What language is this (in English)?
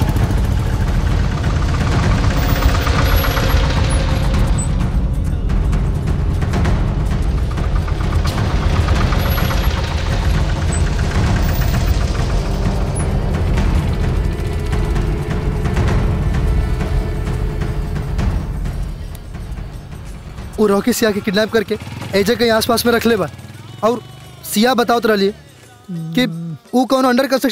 Bhojpuri